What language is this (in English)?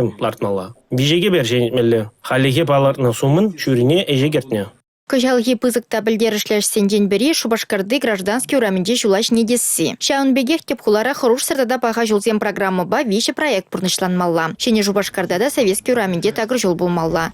Chuvash